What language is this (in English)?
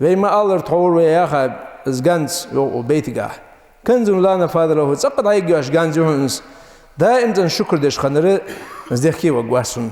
Ingush